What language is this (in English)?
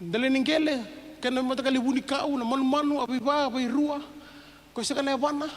Fijian